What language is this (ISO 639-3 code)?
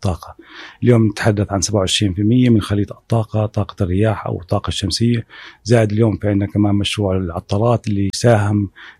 apc